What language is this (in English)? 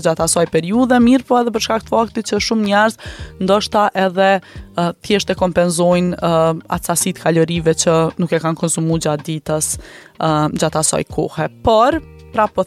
Albanian